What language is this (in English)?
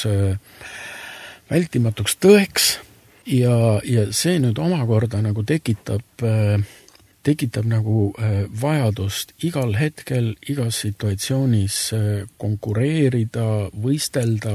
Estonian